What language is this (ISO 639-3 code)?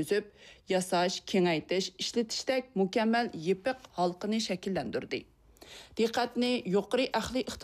uig